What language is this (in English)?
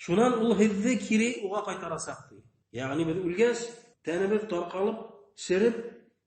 Bashkir